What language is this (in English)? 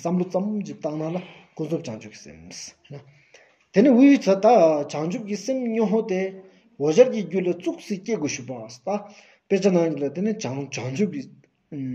Stod Bhoti